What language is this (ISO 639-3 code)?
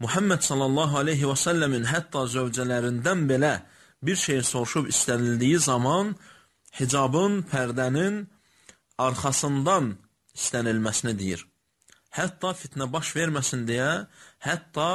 aze